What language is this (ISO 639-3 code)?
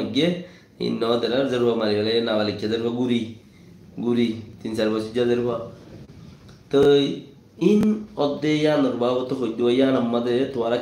rhg